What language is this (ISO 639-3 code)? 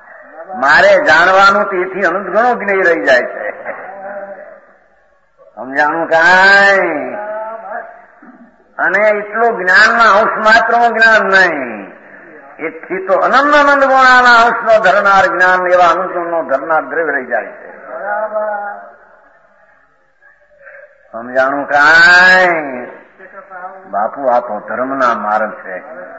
guj